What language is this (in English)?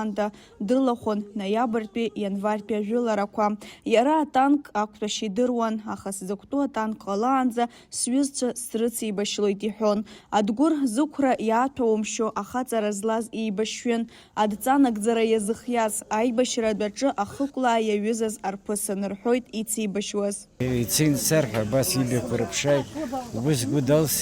Abkhazian